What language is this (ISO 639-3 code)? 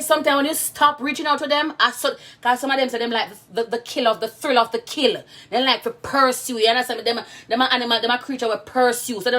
jam